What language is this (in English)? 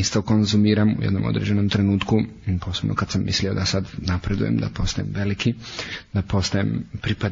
Croatian